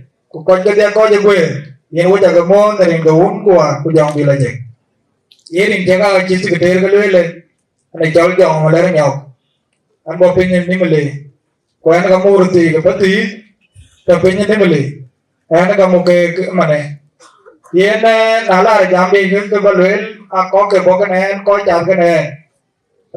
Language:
Dinka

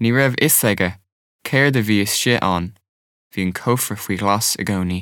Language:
Irish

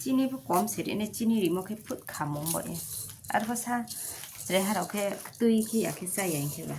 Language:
Riang (India)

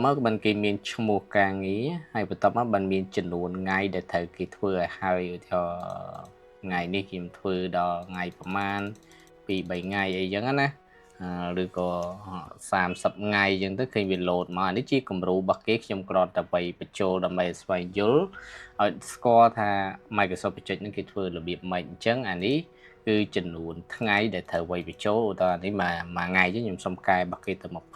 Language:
Khmer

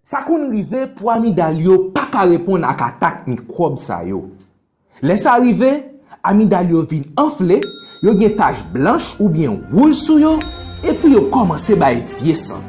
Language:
Haitian Creole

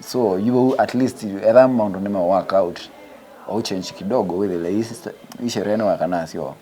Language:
Kamba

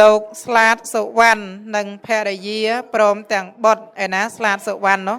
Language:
Khmer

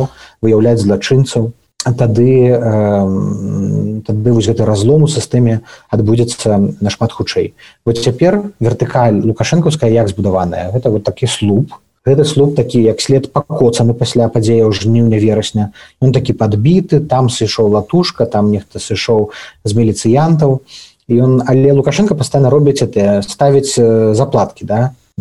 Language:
Belarusian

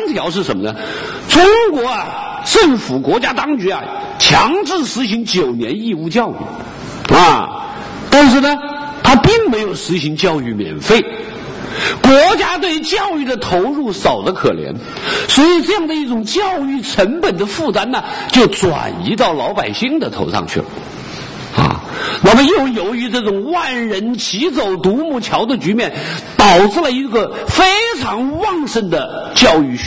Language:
Chinese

